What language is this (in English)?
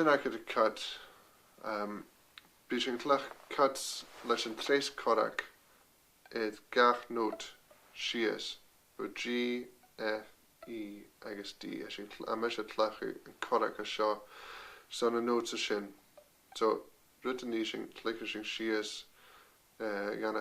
Scottish Gaelic